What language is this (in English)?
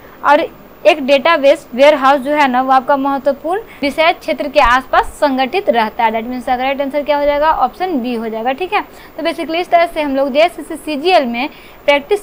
Hindi